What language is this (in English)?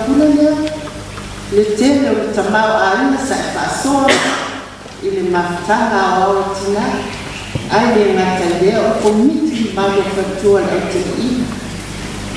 Samoan